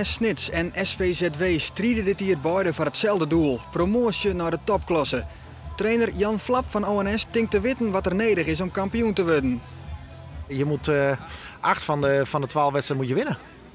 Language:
Western Frisian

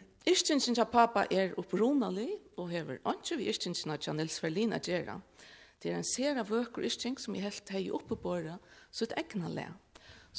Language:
Faroese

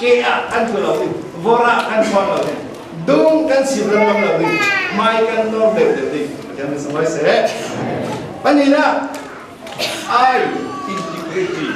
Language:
Falam Chin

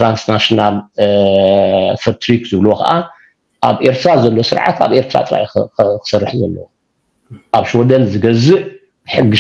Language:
Tigrinya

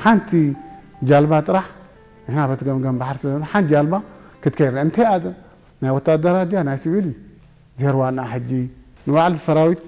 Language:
Tigrinya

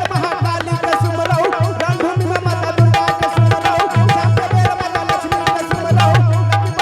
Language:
Angika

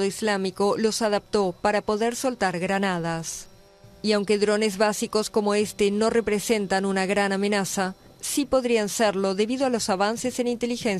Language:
Spanish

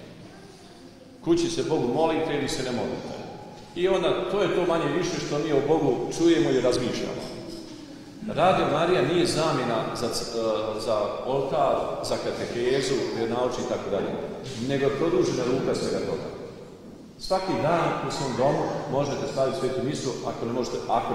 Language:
Croatian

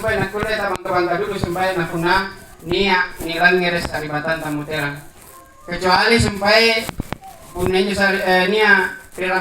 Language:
Makasar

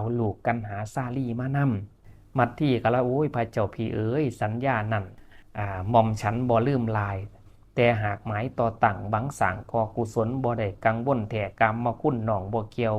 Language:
Northeastern Thai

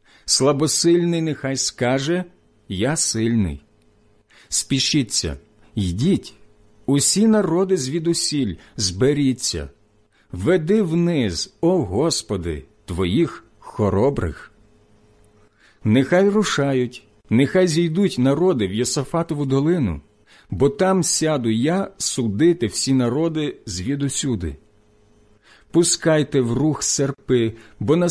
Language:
Ukrainian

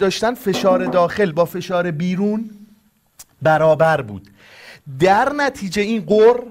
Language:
Persian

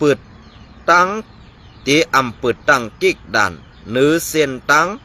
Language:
Shan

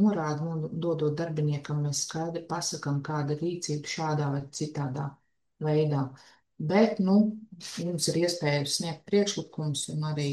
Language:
Latvian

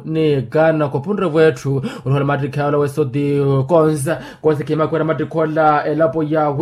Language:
Makhuwa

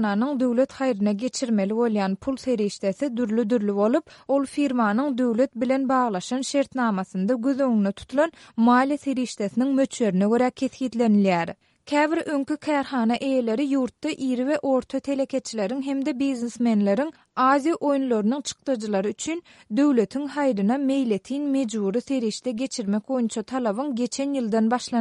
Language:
Turkmen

